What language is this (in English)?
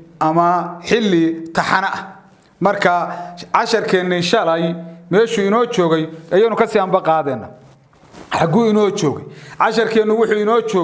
Somali